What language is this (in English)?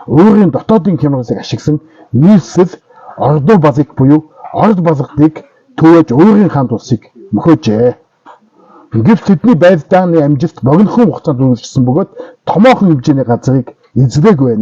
Mongolian